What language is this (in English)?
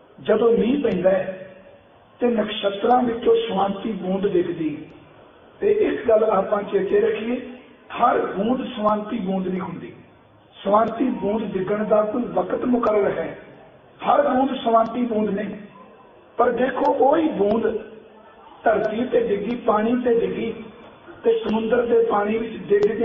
Punjabi